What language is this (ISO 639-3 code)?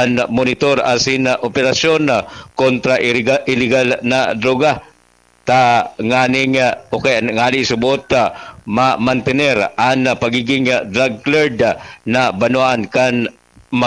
bik